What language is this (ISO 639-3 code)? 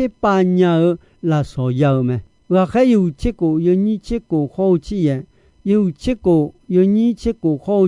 ahk